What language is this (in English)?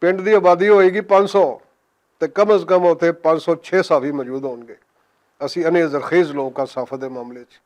Western Panjabi